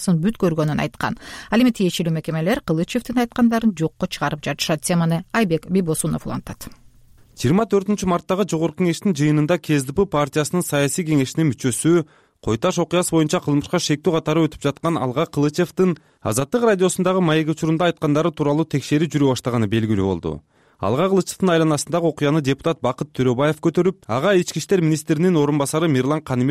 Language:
Kyrgyz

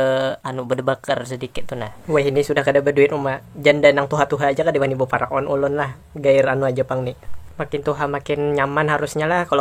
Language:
Banjar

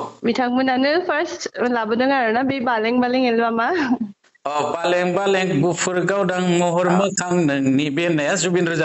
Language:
Bodo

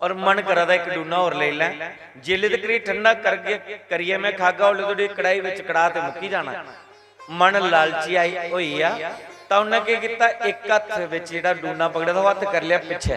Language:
Dogri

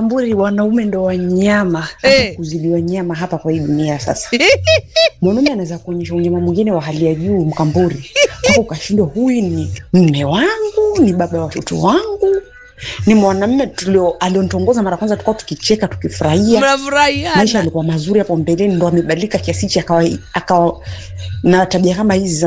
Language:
Swahili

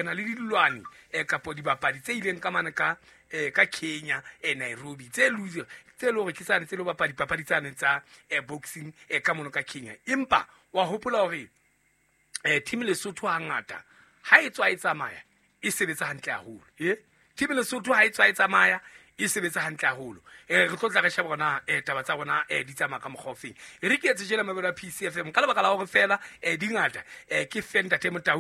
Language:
Southern Sotho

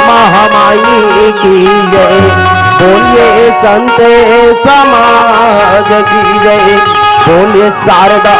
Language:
Chhattisgarhi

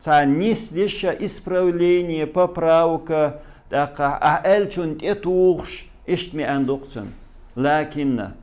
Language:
Chechen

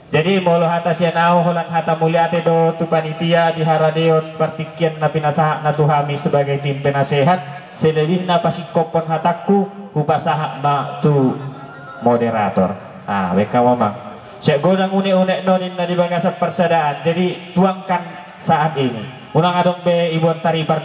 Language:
Batak Toba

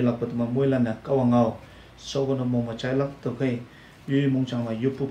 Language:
Konyak Naga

